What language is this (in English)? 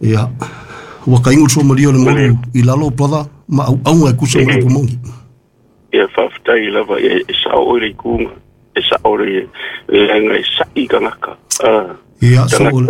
Samoan